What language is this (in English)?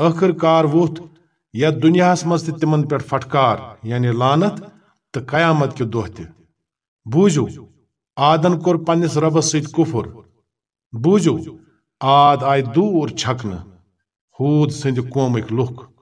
Kashmiri